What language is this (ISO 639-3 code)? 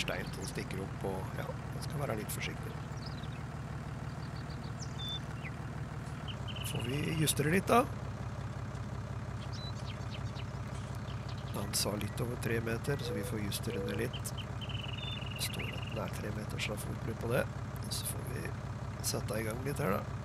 nor